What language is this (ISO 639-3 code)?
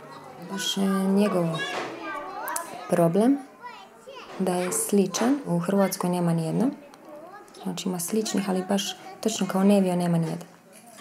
hrv